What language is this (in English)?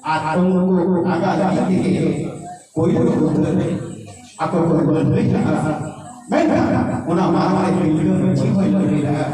Santali